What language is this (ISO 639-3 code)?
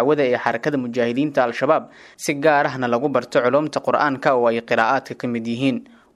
som